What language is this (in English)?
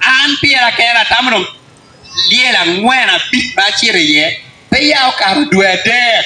Acoli